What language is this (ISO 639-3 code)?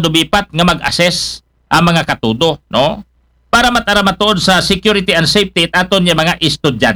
akl